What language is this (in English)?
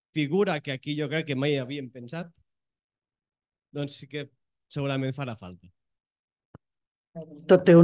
Catalan